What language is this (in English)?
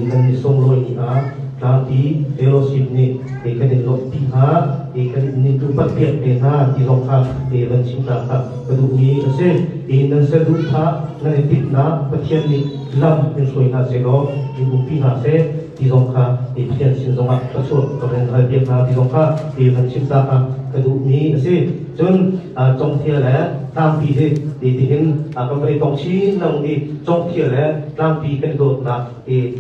Hakha Chin